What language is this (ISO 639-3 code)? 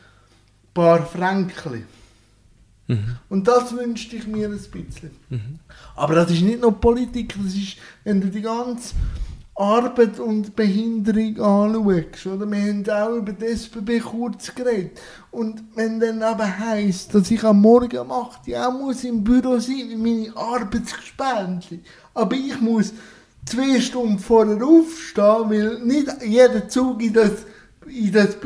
deu